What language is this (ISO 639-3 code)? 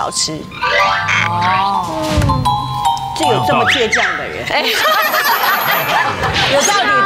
zho